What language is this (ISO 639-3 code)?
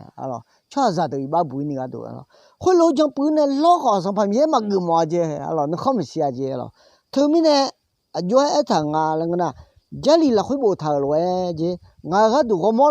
ahk